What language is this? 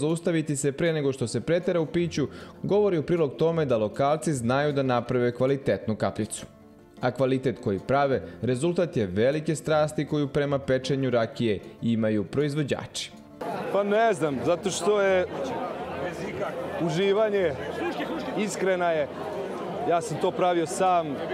Serbian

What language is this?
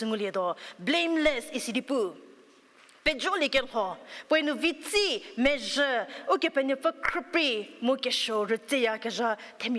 Angami Naga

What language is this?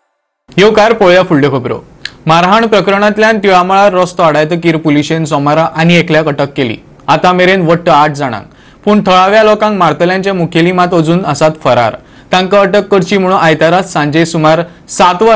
Konkani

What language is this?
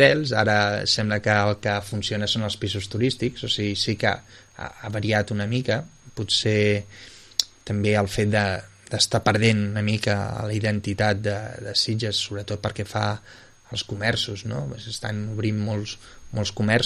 Catalan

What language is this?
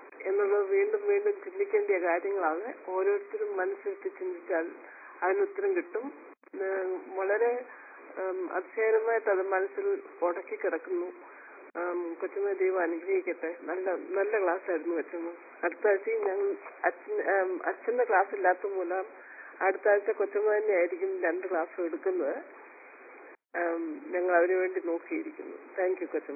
Malayalam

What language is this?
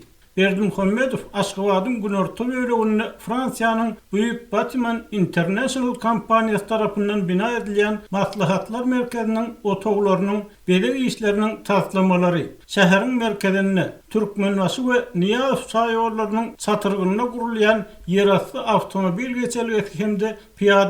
Turkmen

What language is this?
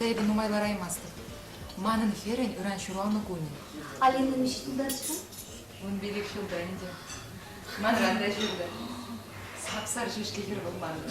Chuvash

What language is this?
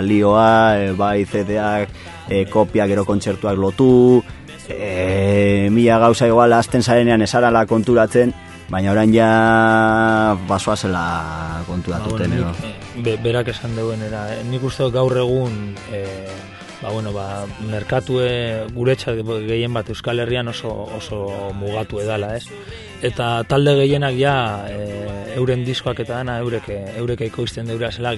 Basque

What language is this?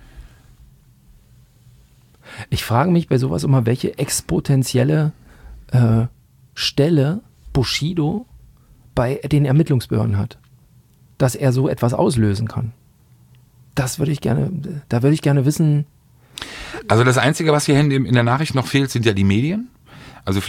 German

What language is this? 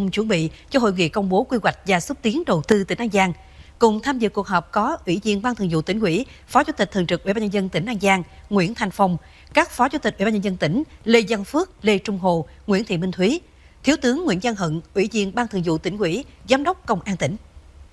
Vietnamese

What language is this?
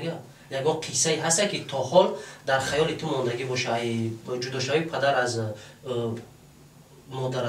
Tajik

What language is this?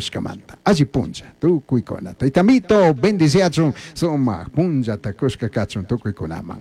Chimborazo Highland Quichua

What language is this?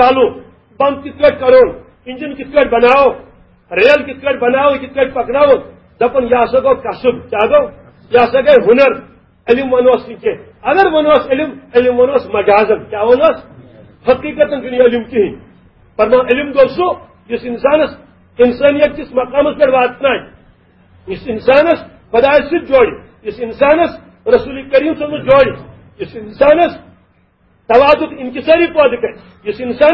Kashmiri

